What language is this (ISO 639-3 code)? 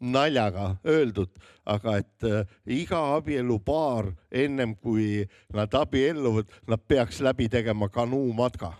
est